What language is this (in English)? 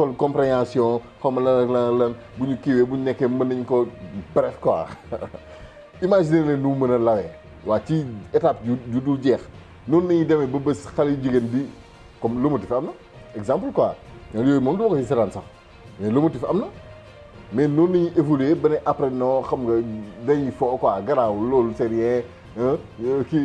Wolof